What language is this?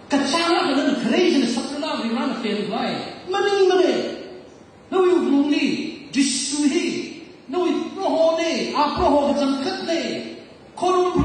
Tangkhul Naga (India)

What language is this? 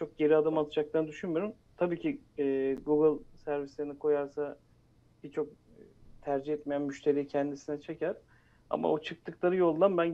Turkish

